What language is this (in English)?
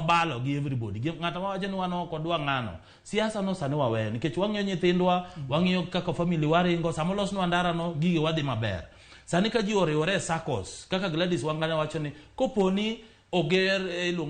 Luo (Kenya and Tanzania)